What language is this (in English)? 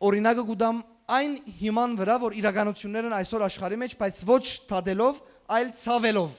Western Armenian